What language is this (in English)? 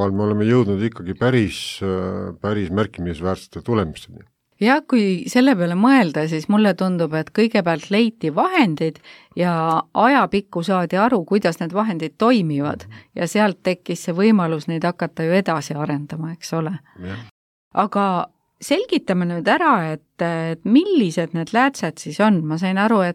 Estonian